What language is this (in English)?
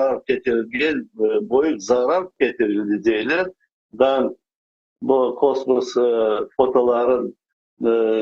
Crimean Tatar